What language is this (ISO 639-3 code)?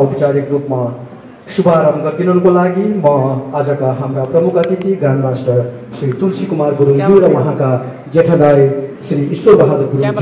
nep